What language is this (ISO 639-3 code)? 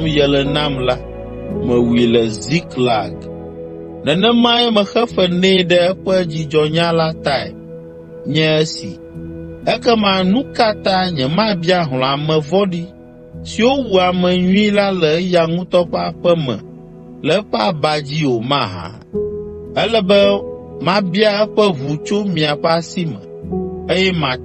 ewe